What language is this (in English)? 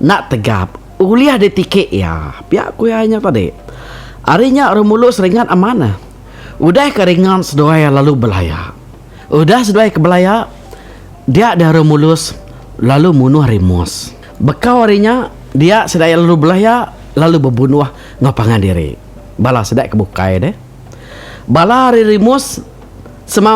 Iban